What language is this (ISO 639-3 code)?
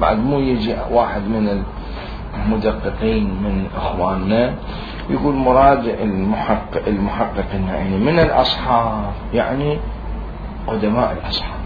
acm